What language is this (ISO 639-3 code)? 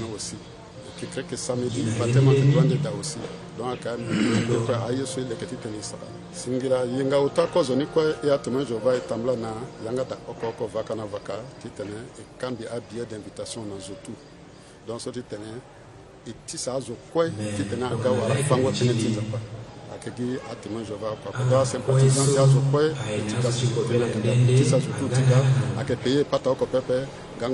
sag